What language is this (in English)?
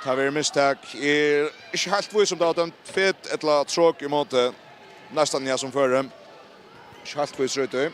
Faroese